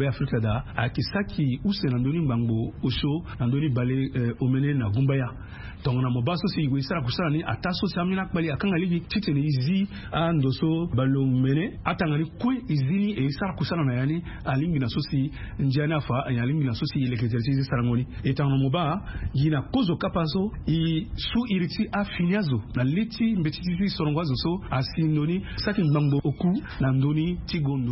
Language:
Sango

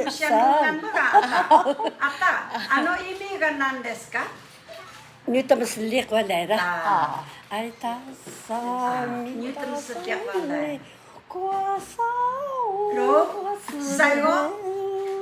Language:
Atayal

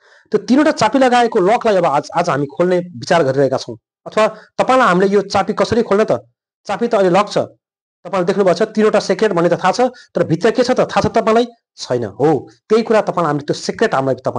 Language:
Nepali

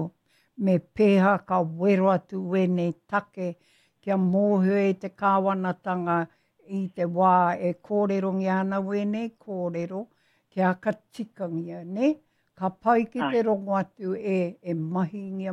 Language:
Māori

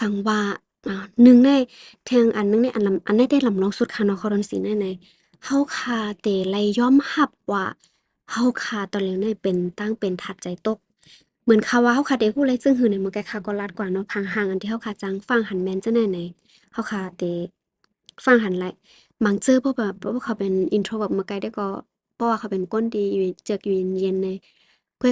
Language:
Shan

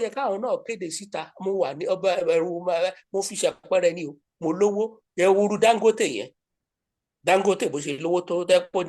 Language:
Yoruba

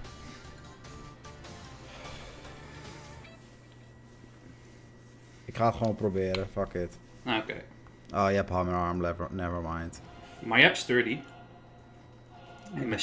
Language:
Dutch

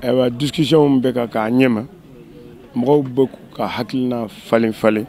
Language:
Bambara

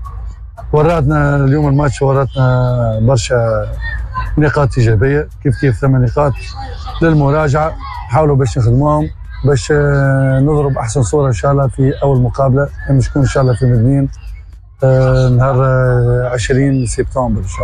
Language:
Tunisian Arabic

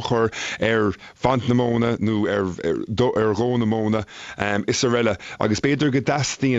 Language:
Irish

